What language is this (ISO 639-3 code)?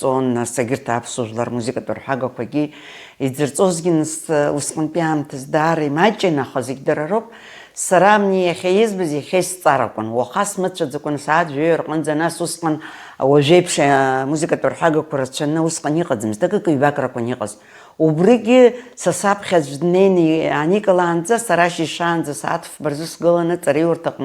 abk